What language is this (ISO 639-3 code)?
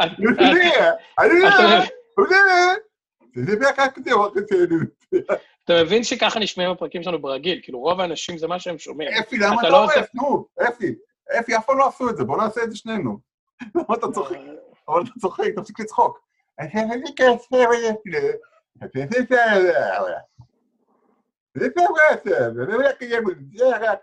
heb